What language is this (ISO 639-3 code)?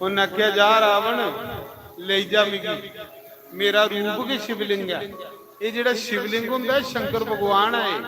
doi